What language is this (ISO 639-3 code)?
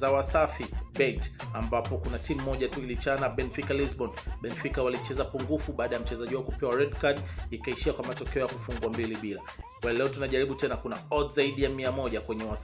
swa